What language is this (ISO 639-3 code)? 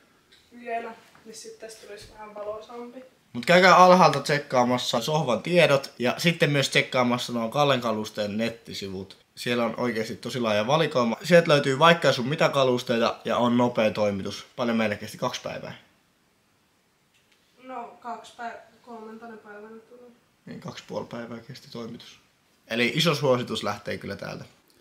fin